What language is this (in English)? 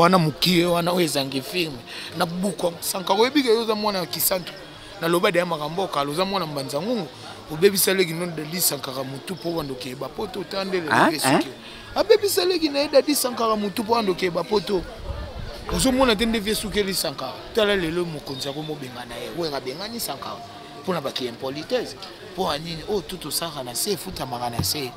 Lingala